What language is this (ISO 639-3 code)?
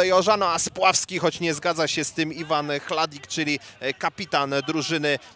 pol